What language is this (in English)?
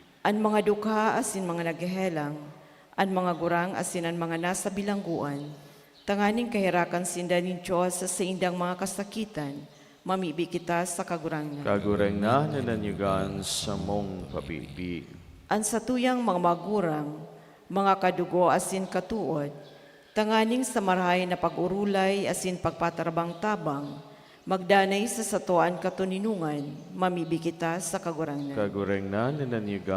Bikol